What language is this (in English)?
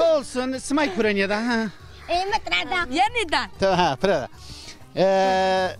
Zaza